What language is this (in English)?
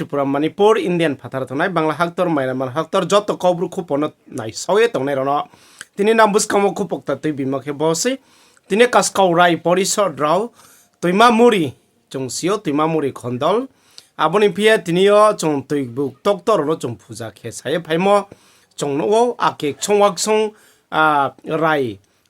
Riang (India)